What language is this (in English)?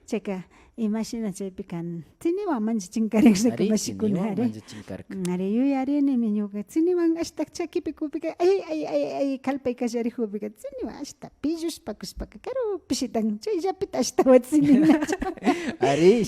Imbabura Highland Quichua